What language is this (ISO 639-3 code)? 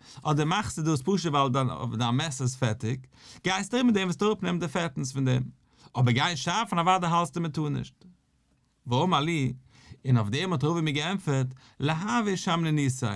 yid